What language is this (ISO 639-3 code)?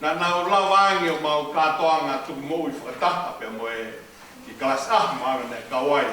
ton